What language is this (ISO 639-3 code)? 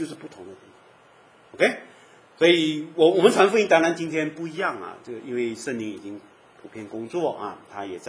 zho